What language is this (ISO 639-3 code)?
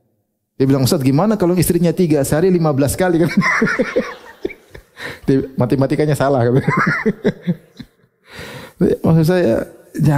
ind